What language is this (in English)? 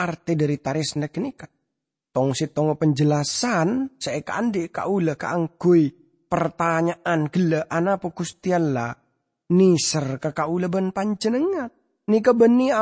Madurese